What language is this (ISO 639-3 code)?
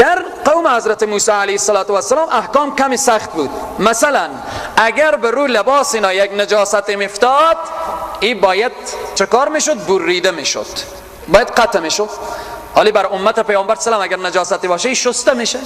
fas